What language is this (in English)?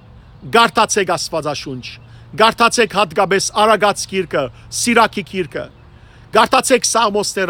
Western Armenian